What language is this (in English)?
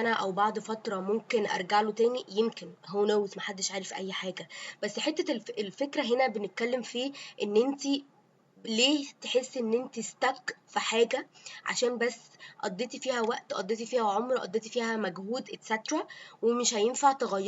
Egyptian Arabic